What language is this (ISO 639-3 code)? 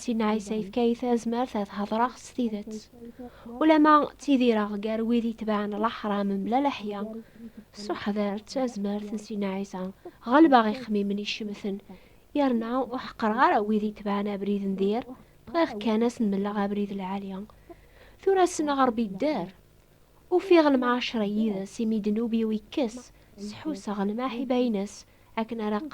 kab